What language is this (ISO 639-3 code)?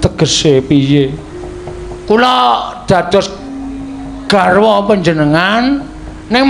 jav